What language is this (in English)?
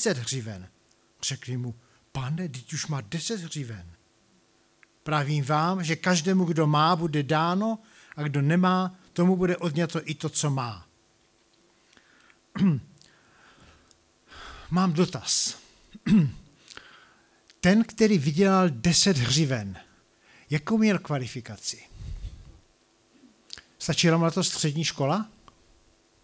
Czech